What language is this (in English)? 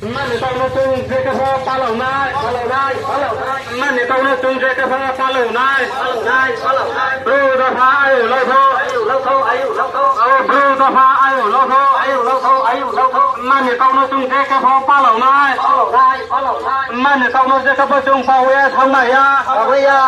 Riang (India)